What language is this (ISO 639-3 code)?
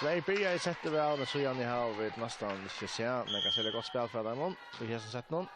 fao